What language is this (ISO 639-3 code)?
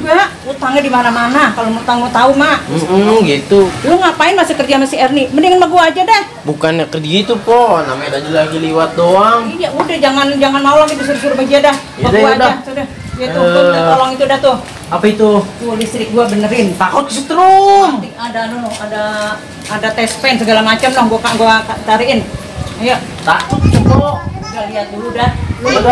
bew